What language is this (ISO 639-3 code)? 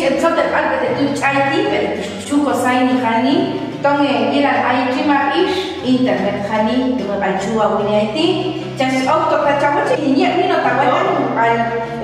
jac